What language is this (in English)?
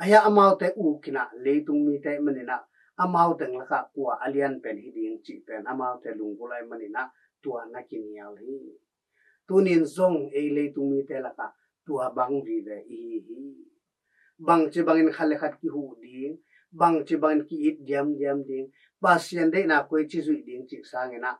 Tedim Chin